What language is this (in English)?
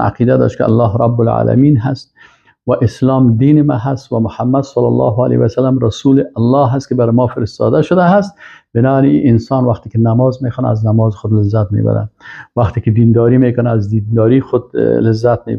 Persian